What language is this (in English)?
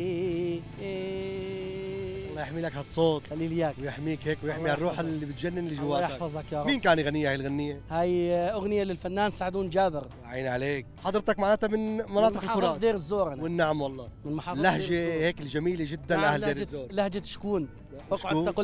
North Levantine Arabic